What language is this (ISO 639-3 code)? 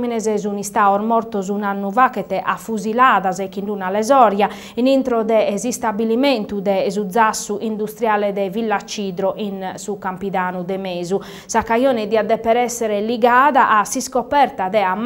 srd